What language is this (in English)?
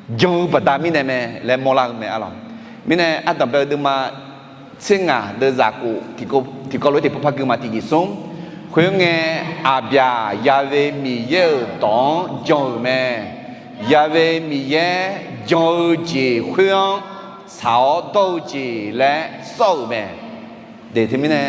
Akha